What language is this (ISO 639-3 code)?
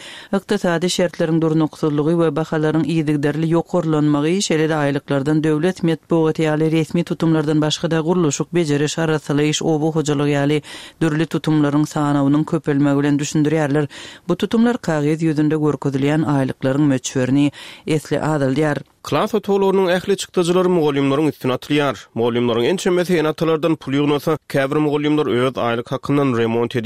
tuk